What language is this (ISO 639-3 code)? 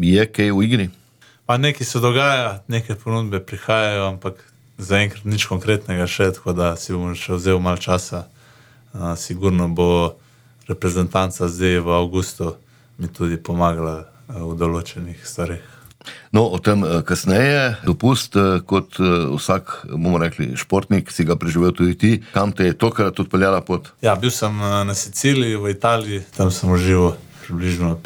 slv